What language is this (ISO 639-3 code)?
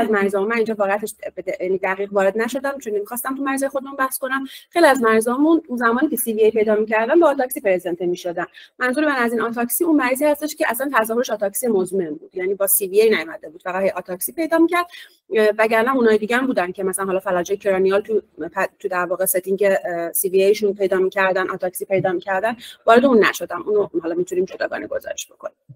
fas